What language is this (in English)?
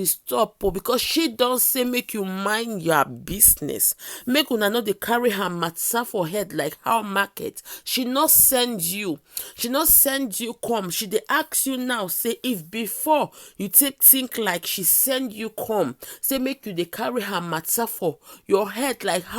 Nigerian Pidgin